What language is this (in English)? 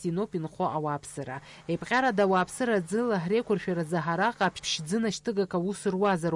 Abkhazian